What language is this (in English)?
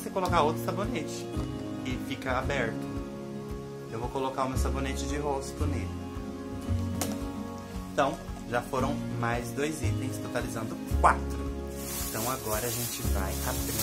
Portuguese